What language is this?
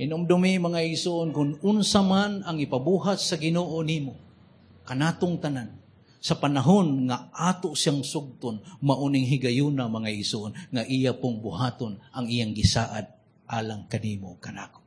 Cebuano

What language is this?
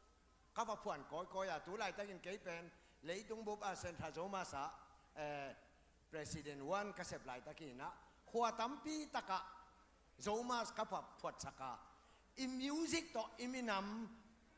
Tedim Chin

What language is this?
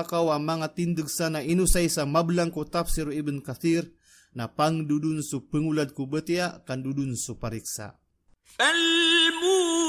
Maranao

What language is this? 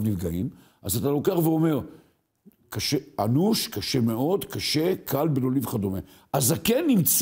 Hebrew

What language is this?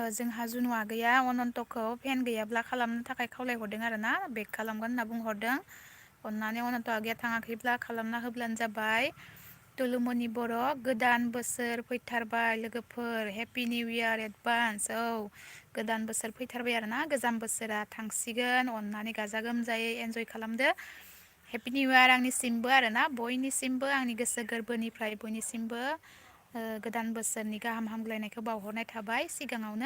Bodo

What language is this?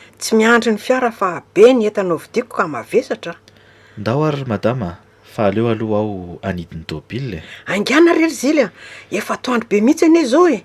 Malagasy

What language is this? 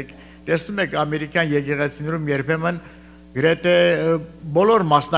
Armenian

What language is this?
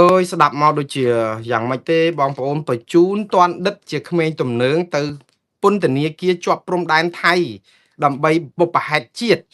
Khmer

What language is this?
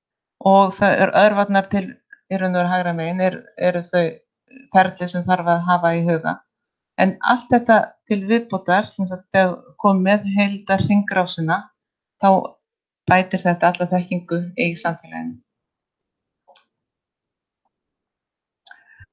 Icelandic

